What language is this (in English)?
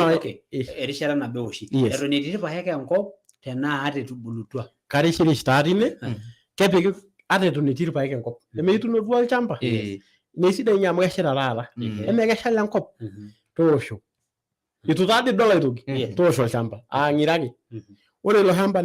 Masai